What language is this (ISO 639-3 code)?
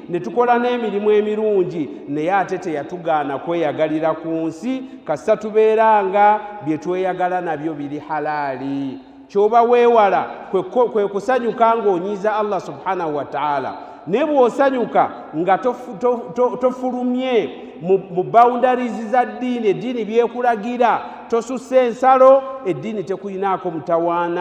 lug